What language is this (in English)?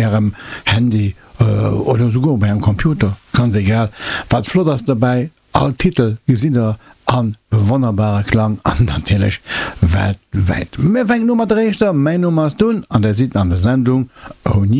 Luxembourgish